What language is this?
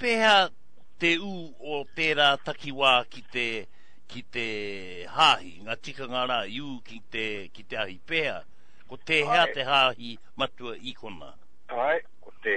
Māori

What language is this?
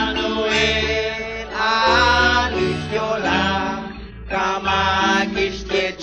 Kekchí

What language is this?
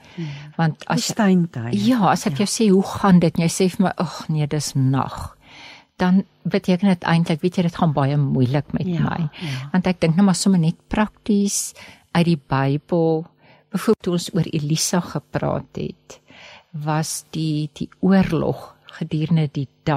Afrikaans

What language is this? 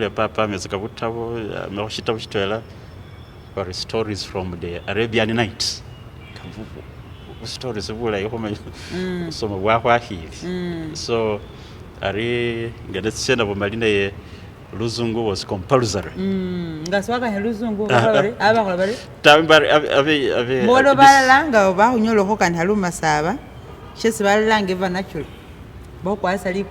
Masaaba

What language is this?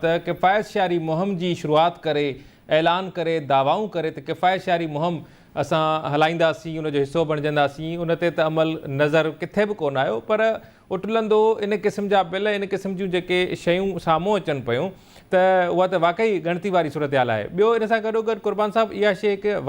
Sindhi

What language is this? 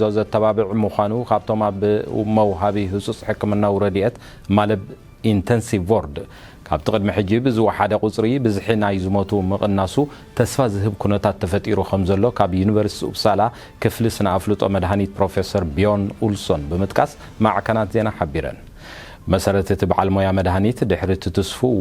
Tigrinya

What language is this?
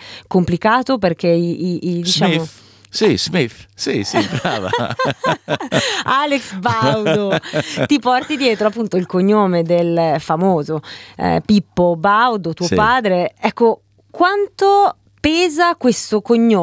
Italian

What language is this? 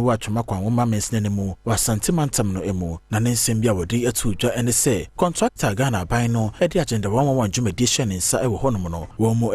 Akan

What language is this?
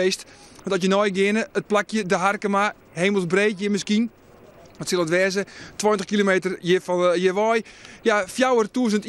Western Frisian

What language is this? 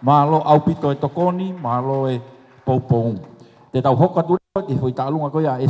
Tongan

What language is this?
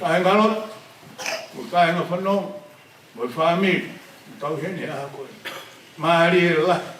Tongan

